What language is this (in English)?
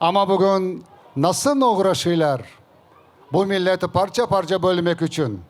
Crimean Tatar